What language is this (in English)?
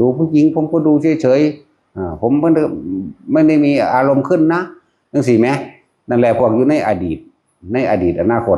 Northeastern Thai